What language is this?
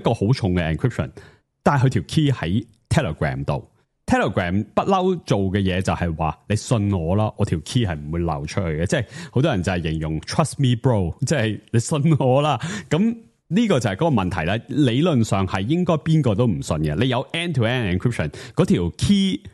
Cantonese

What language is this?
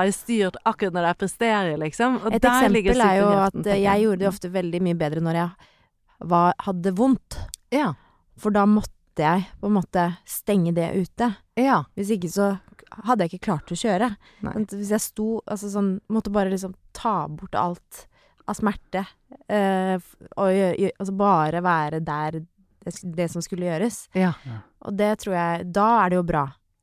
Norwegian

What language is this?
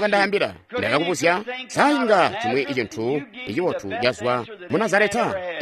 Tonga (Zambia)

